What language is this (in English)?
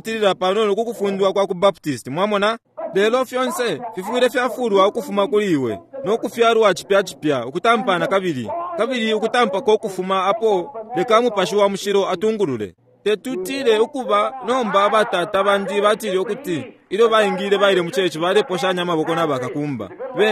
Bemba